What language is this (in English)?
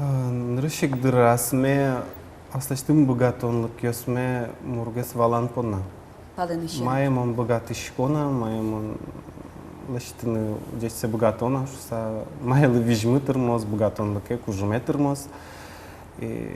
Udmurt